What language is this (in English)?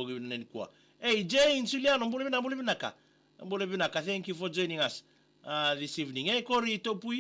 Fijian